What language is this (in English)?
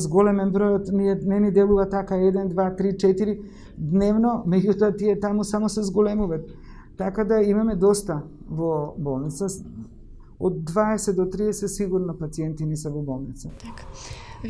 Macedonian